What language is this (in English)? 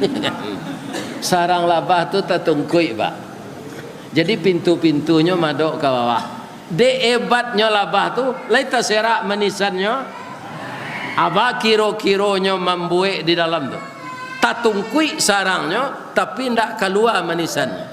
Minangkabau